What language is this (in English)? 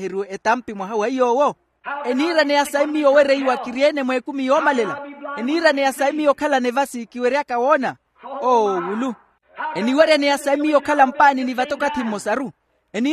Makhuwa